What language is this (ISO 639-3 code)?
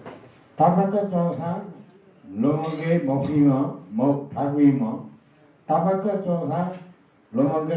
new